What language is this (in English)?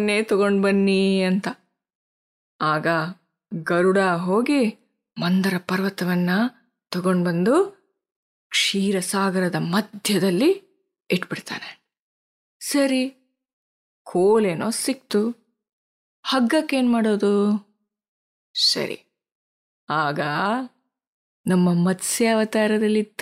Kannada